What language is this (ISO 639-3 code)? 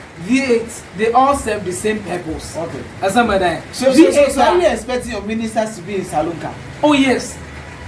ewe